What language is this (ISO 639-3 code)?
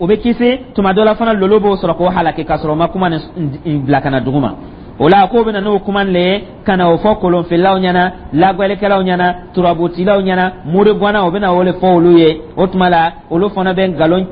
dyu